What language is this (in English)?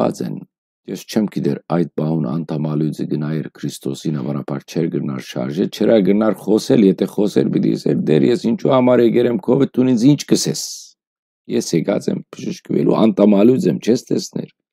Western Armenian